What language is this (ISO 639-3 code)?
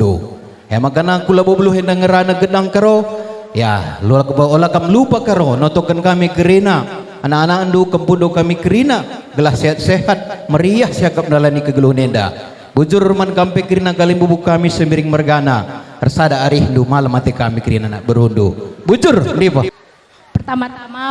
btx